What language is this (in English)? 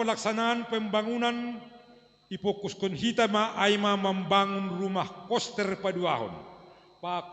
Batak Simalungun